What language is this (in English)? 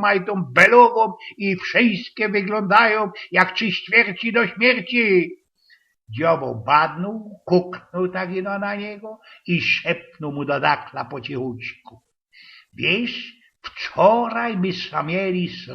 Silesian